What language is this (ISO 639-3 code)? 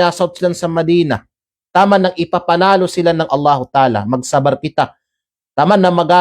kqe